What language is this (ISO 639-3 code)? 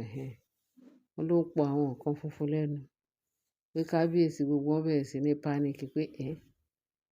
yor